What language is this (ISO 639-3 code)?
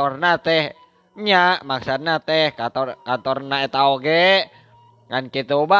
sun